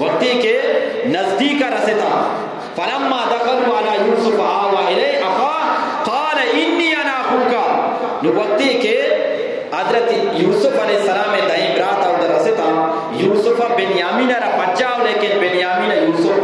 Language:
Eastern Balochi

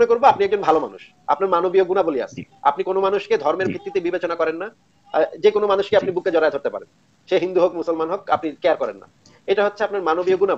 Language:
Bangla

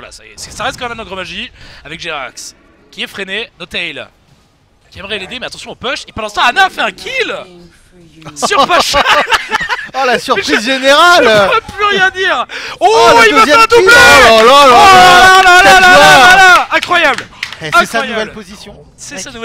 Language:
French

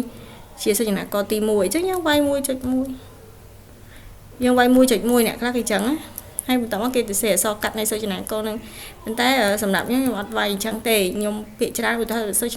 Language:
Khmer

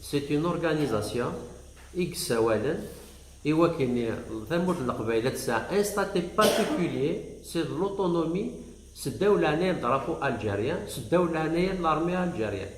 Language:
Kabyle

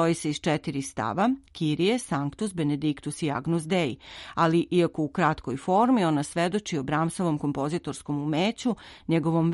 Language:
Serbian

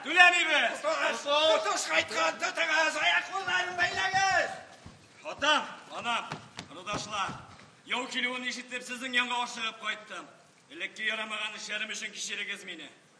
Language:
Tatar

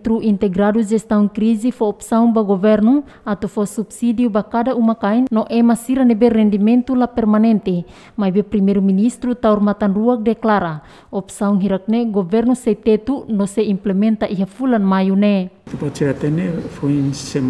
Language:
Tetum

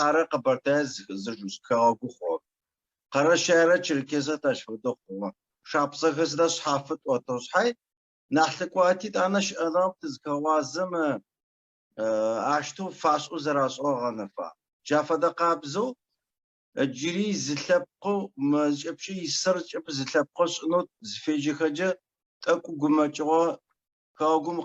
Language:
Adyghe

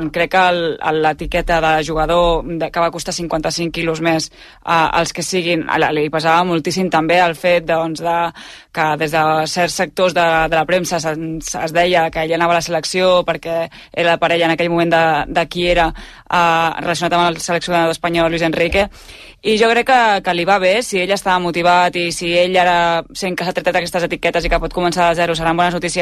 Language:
Catalan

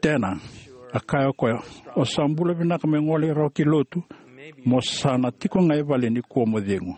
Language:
Fijian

